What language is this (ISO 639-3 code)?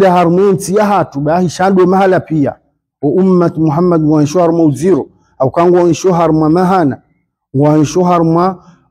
swa